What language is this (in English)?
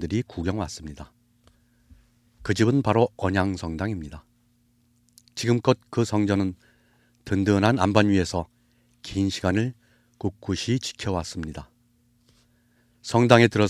Korean